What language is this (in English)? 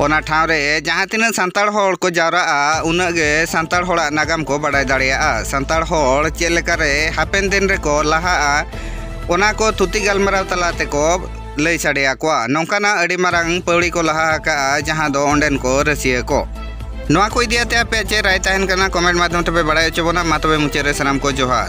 Santali